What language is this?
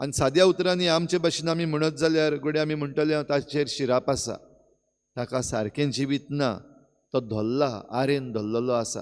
Konkani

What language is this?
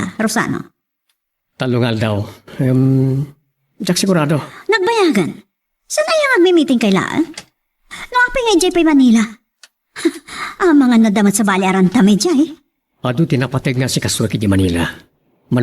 Iloko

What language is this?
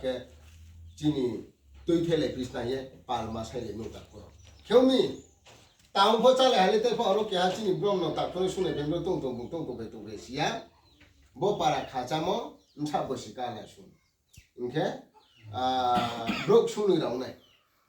Riang (India)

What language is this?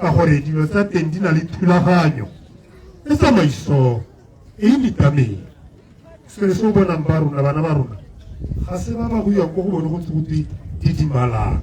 Tswana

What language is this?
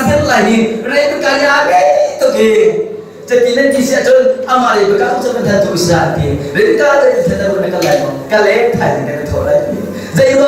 Hakha Chin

